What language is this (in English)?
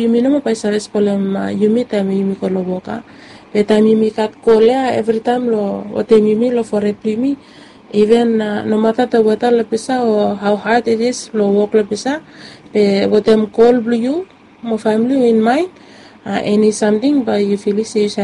Bislama